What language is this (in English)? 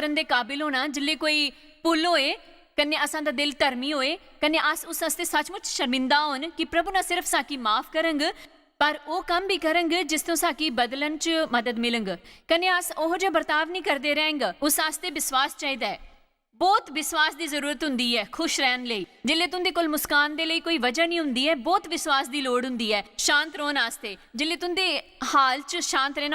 Dogri